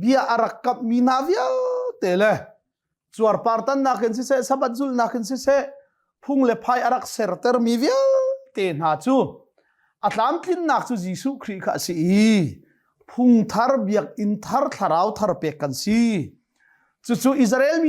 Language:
Hakha Chin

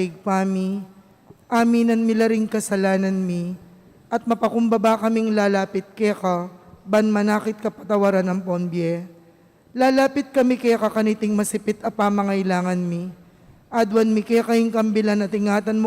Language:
Pampanga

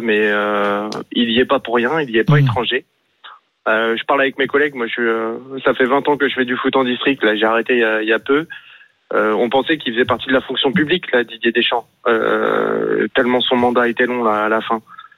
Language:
French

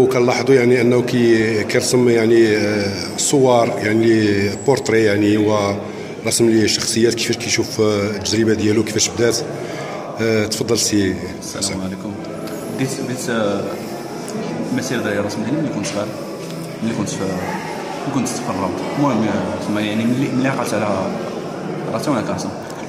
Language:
Moroccan Arabic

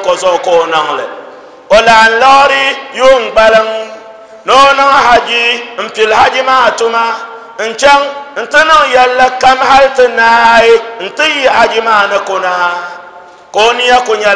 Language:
Dagbani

